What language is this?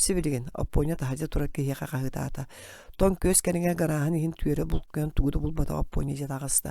Yakut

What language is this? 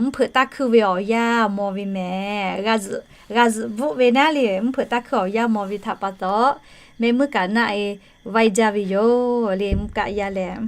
Lahu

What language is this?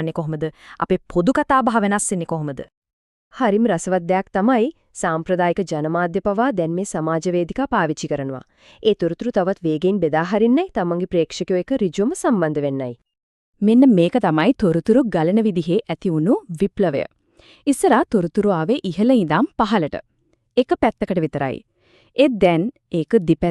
Sinhala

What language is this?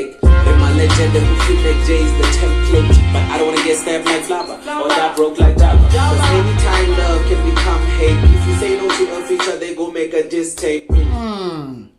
Venda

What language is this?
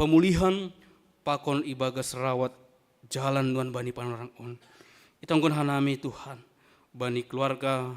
Batak Simalungun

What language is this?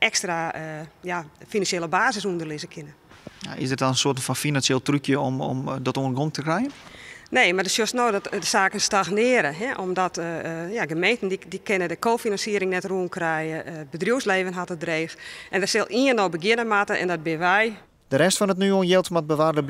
Western Frisian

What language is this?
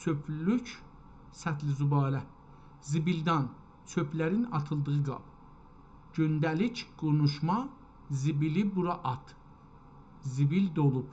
South Azerbaijani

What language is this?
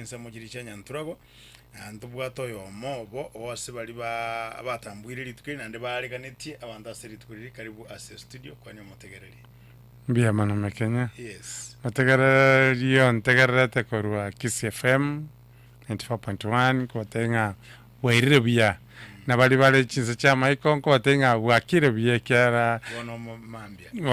Gusii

